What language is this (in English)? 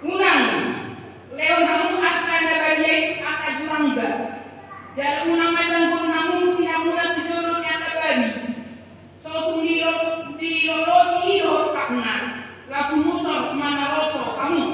Batak Toba